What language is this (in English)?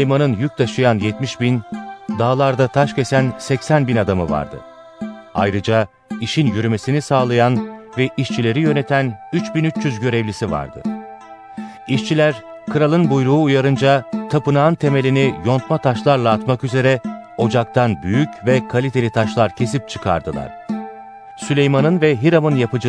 Turkish